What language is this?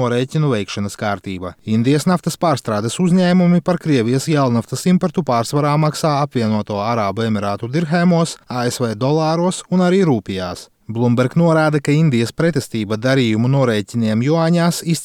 Latvian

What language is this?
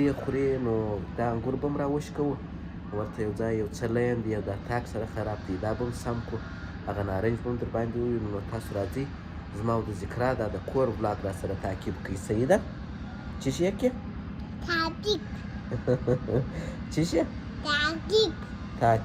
Pashto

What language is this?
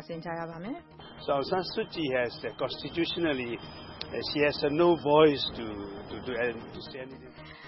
Burmese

